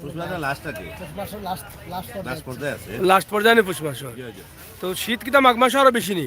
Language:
Sylheti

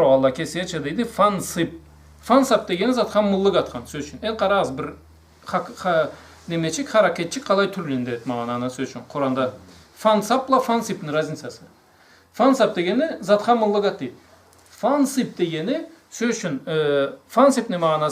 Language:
Karachay-Balkar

